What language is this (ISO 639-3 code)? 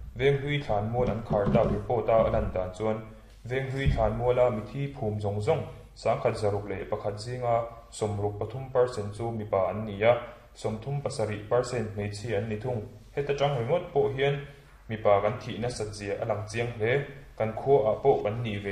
lus